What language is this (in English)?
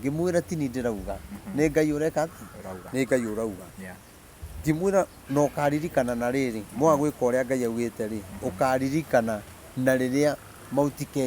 Kikuyu